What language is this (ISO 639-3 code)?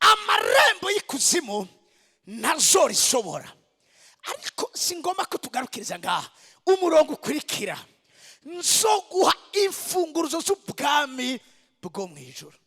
run